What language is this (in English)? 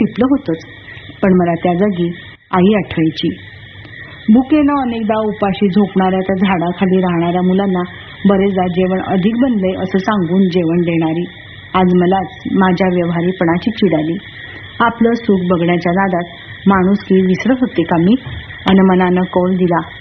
Marathi